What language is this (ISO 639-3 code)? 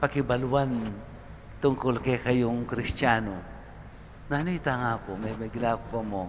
pam